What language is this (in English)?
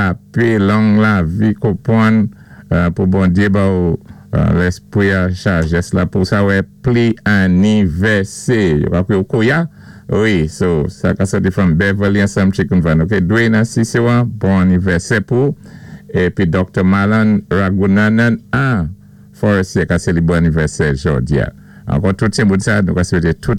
Saint Lucian Creole French